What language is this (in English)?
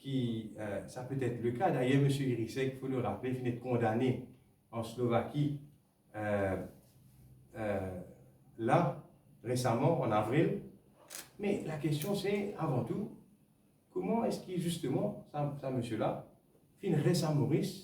Morisyen